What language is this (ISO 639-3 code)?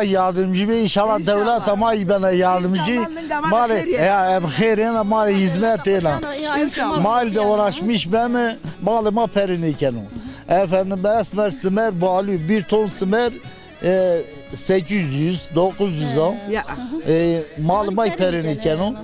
zza